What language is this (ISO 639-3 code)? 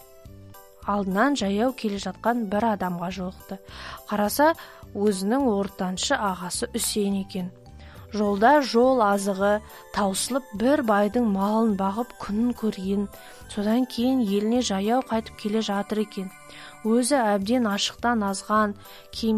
kaz